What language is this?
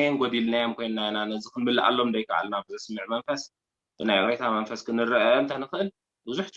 Tigrinya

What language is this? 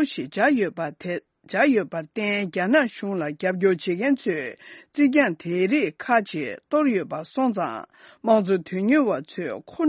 Tibetan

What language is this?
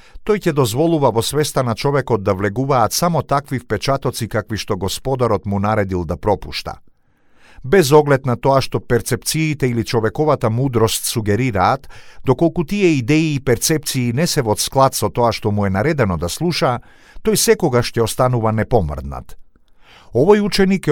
Macedonian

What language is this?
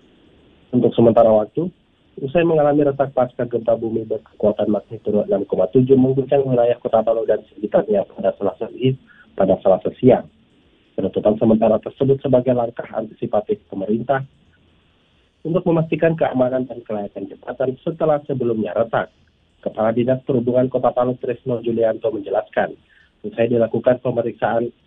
Indonesian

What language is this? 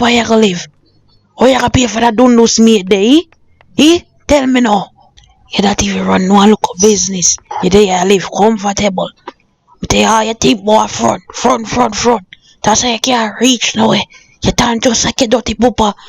Jamaican Creole English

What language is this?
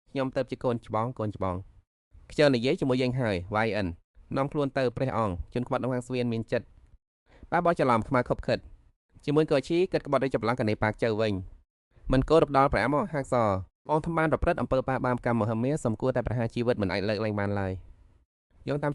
Khmer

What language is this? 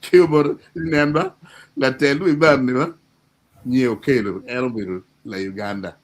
Acoli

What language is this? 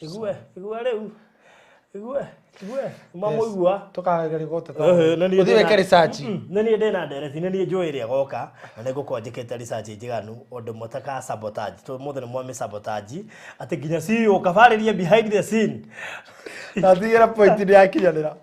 Kikuyu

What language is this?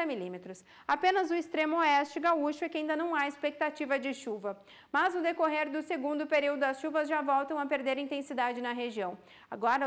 Portuguese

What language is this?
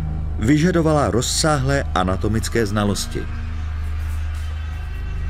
Czech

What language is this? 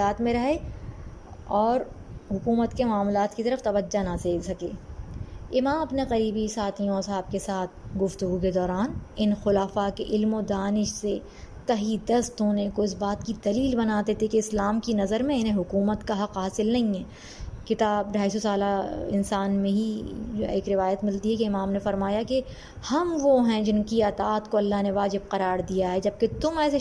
Urdu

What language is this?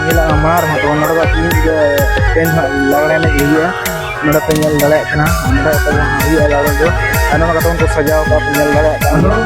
Santali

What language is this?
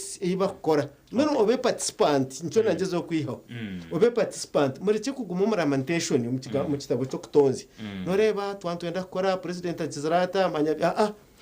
Nyankole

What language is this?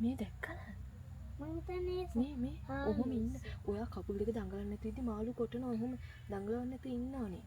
Sinhala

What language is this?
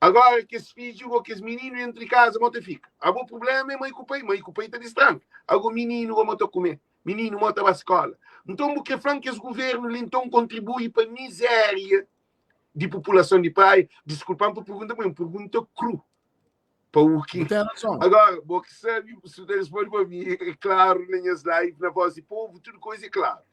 Kabuverdianu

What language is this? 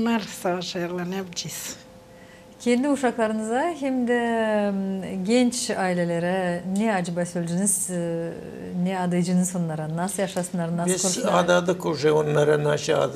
Gagauz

